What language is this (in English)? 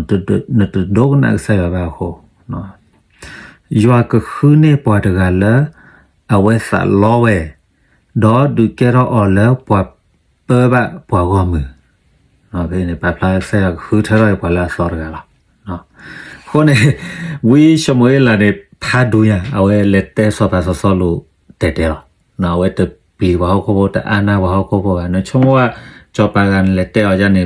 S'gaw Karen